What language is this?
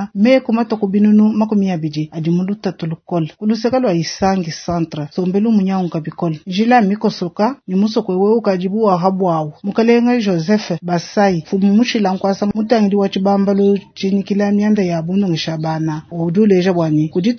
Luba-Lulua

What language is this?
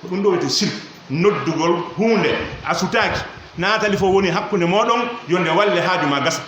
Pular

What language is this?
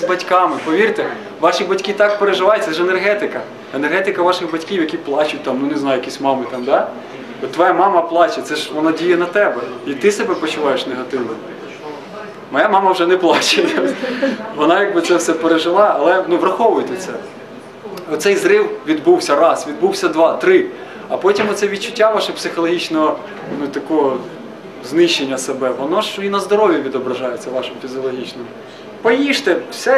Ukrainian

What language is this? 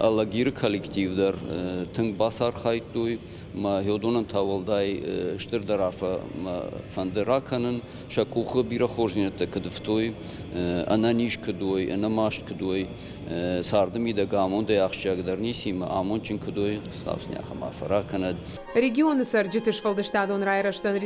Ossetic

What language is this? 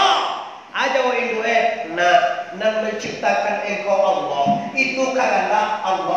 Minangkabau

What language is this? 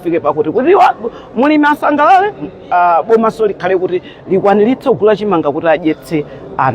Nyanja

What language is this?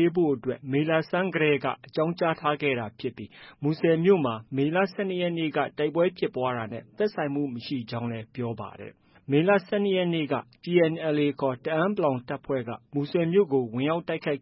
Burmese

